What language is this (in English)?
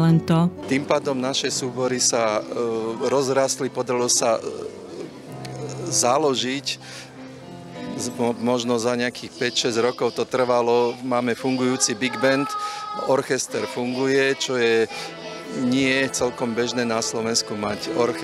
Slovak